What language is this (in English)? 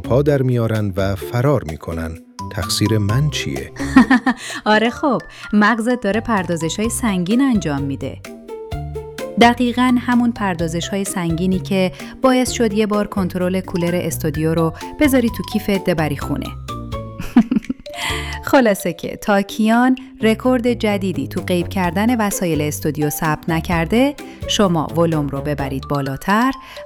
Persian